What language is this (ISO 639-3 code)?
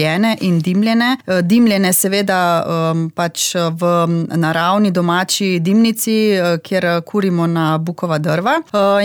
slv